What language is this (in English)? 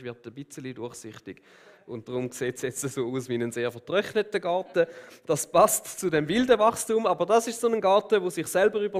Swiss German